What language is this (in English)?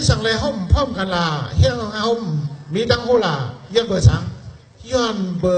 Shan